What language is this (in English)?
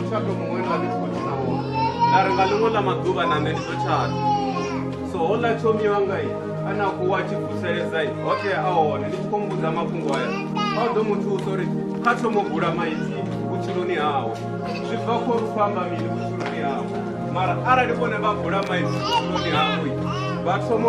Venda